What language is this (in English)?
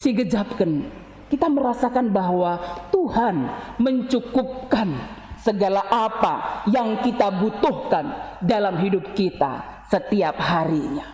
Batak Karo